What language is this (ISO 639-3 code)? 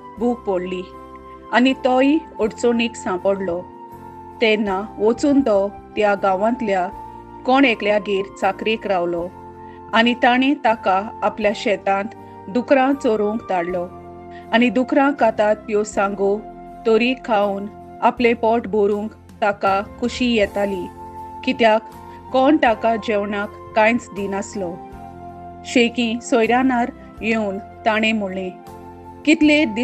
kok